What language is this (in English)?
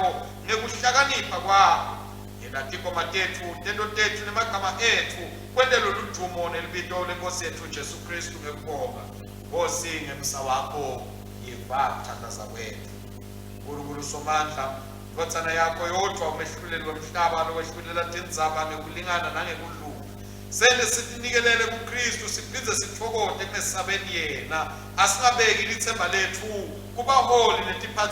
Swati